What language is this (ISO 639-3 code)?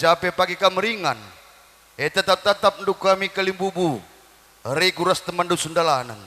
btx